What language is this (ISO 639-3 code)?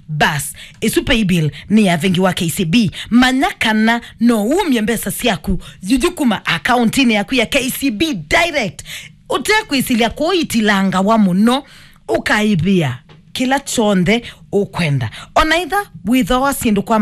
kam